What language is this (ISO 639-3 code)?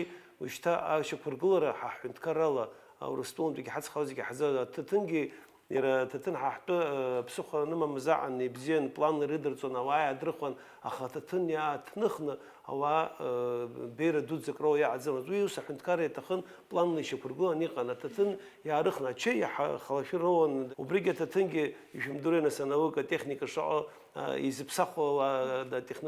abk